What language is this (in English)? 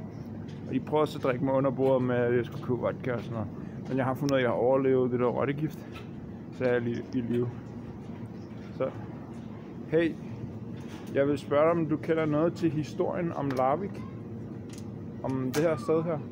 Danish